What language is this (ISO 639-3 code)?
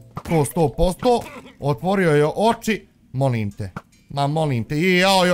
bos